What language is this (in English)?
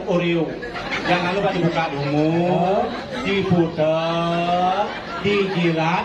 Balinese